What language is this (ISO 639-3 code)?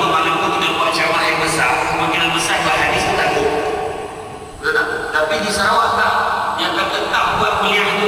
msa